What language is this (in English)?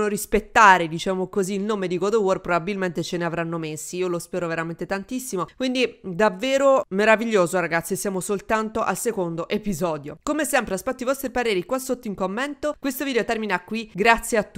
Italian